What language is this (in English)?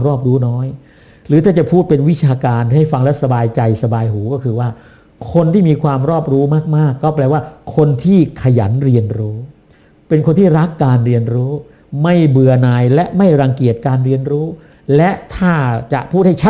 Thai